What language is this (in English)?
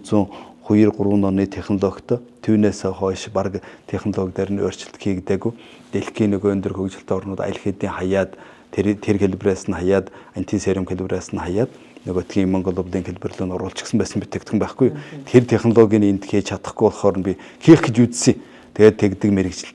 Mongolian